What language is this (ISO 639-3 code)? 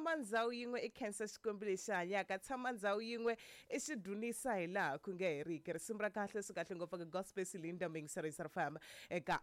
tso